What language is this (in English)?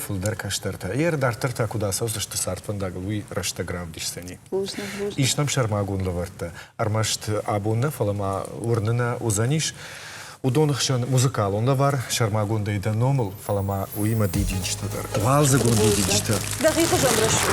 Ossetic